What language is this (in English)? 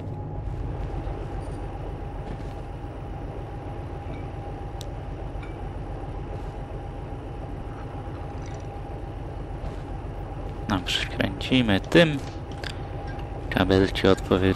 Polish